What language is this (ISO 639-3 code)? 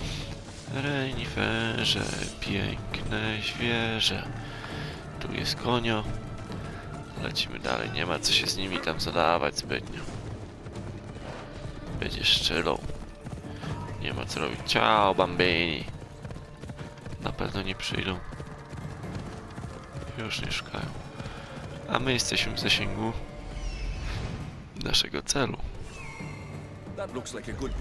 pol